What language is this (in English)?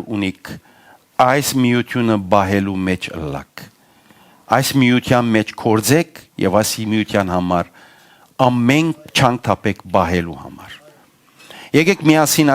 Western Armenian